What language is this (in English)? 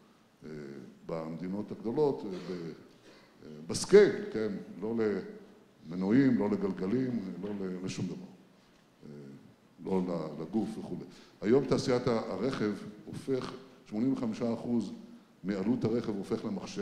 Hebrew